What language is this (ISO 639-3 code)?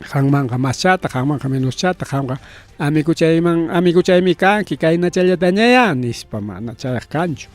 quy